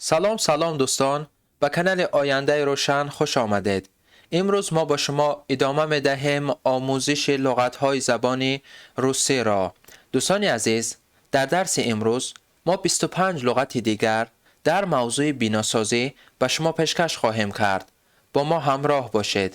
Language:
Tajik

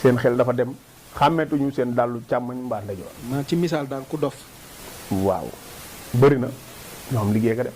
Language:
Wolof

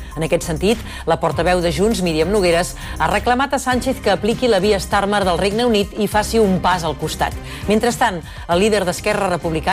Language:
Catalan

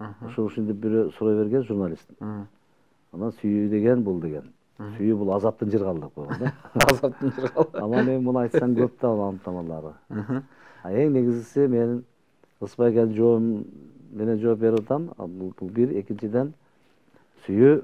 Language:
Kyrgyz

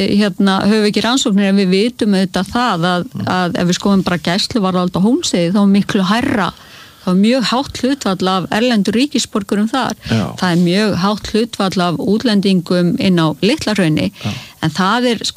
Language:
Icelandic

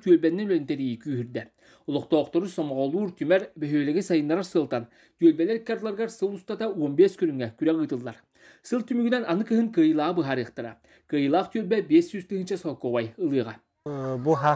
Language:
Yakut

